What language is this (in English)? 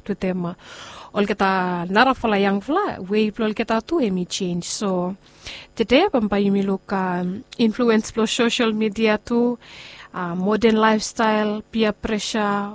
Bislama